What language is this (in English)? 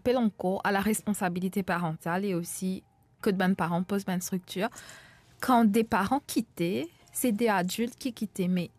Morisyen